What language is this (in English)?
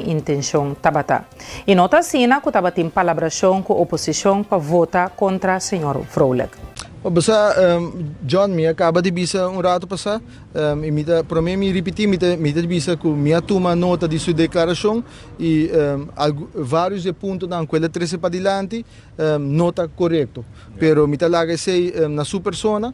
Papiamento